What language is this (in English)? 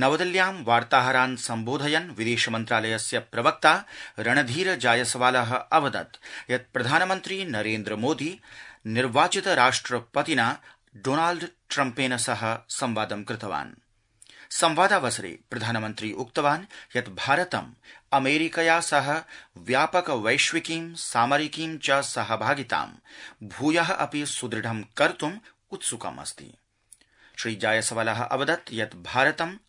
Sanskrit